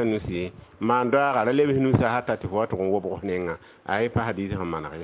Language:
Mossi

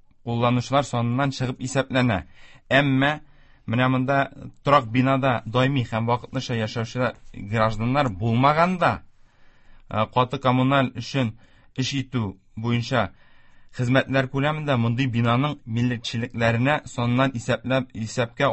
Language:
Tatar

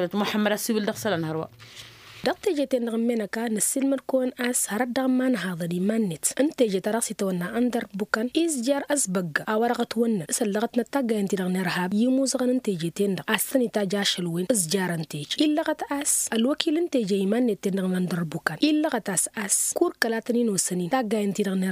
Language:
Tamasheq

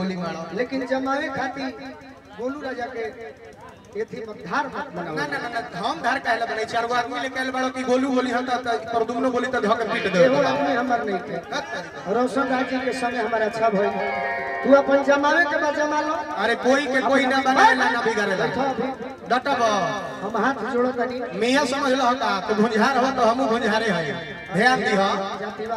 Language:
Bhojpuri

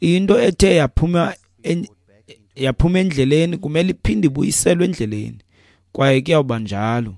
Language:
Xhosa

